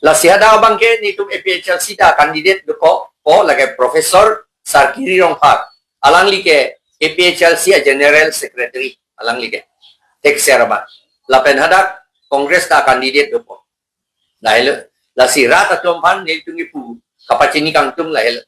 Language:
Karbi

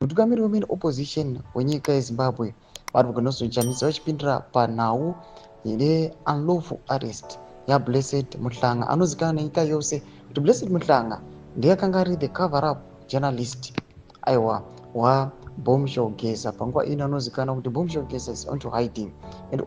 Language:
Shona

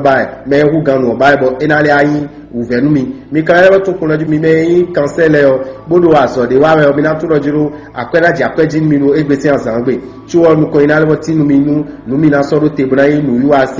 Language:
Fon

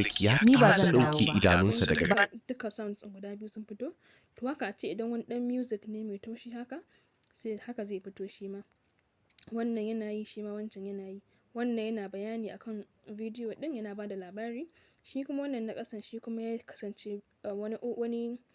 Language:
Hausa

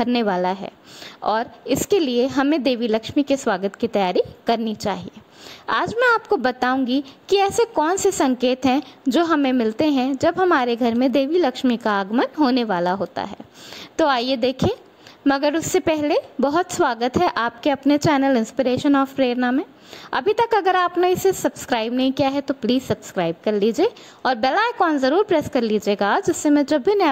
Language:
Hindi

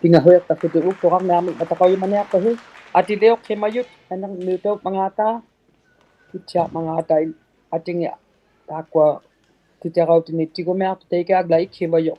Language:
Inuktitut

